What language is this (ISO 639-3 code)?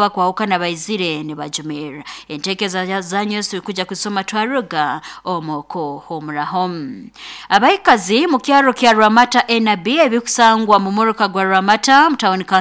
nyo